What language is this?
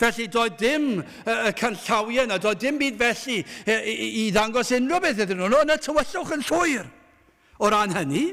Welsh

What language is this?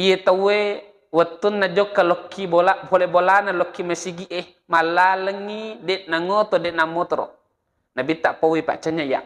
Buginese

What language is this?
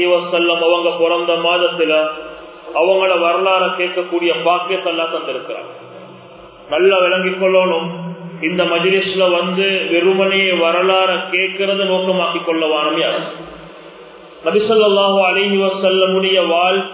Tamil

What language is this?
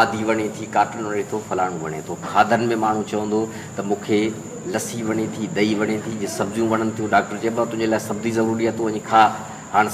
Sindhi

